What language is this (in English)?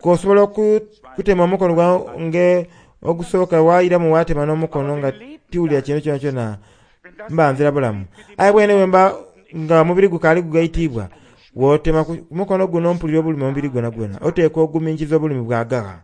Soga